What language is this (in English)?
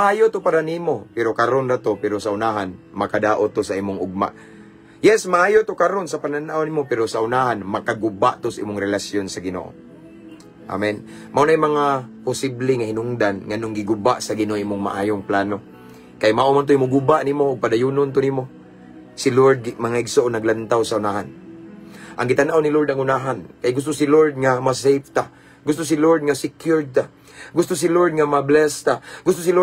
Cebuano